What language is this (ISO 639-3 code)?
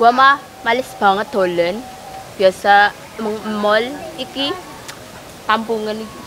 bew